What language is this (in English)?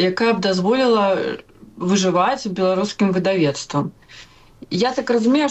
Belarusian